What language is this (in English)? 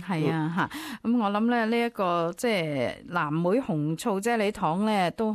Cantonese